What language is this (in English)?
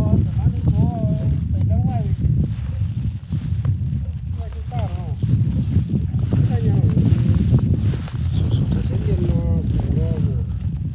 Chinese